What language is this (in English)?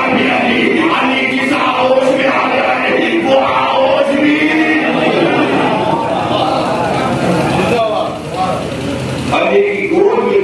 Urdu